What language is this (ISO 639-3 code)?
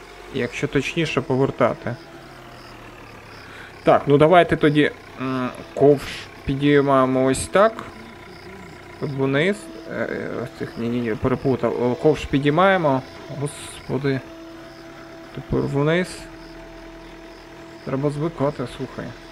ukr